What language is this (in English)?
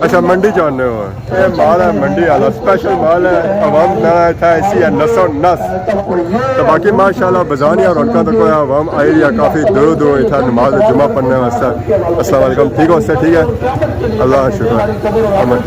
Pahari-Potwari